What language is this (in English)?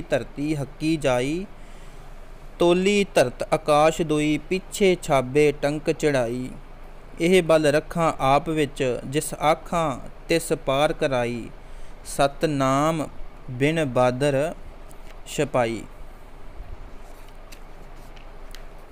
Punjabi